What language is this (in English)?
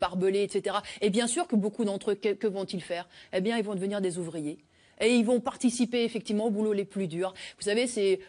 French